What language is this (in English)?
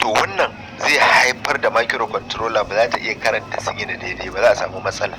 Hausa